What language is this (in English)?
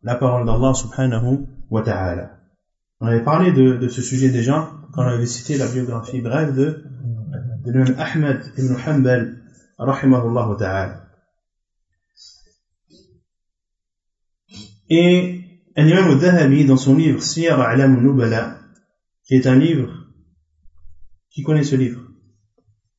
French